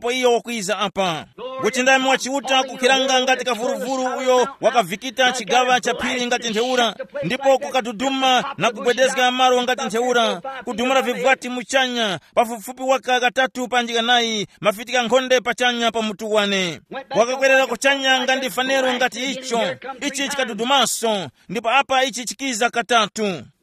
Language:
Tumbuka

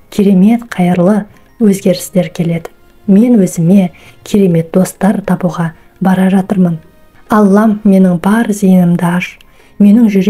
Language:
Kazakh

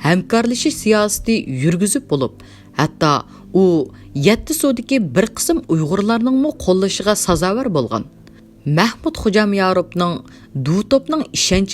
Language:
Uyghur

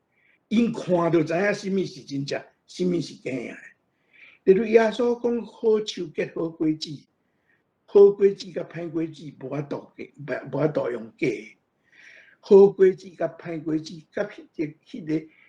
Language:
Min Nan Chinese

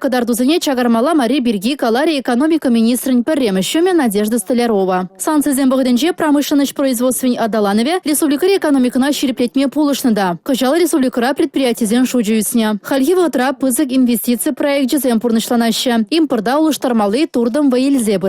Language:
Chuvash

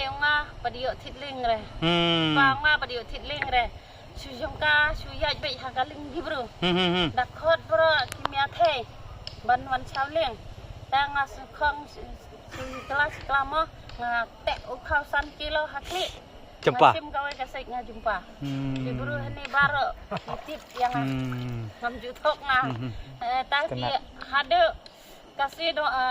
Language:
Khasi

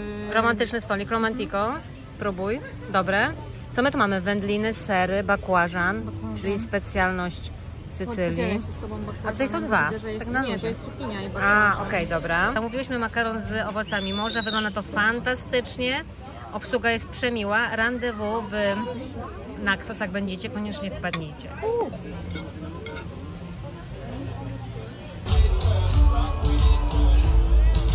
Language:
Polish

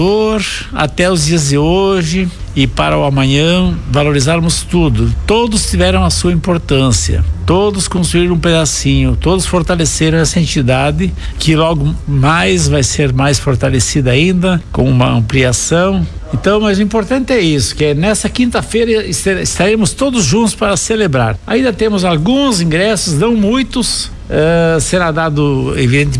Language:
Portuguese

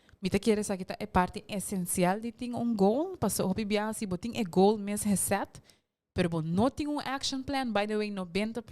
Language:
Papiamento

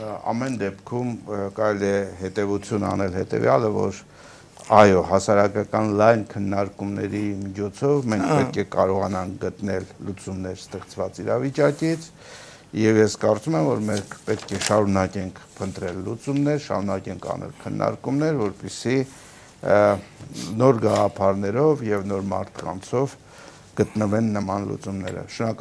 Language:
Armenian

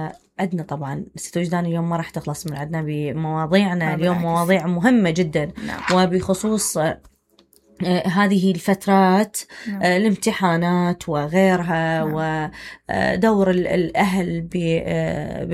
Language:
Mesopotamian Arabic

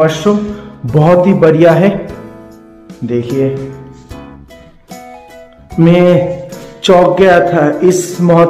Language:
Hindi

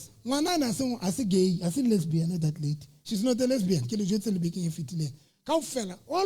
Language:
Southern Sotho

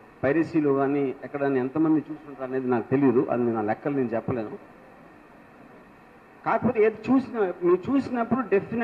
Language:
Telugu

